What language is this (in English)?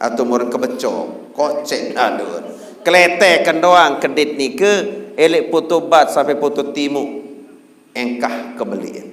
Sasak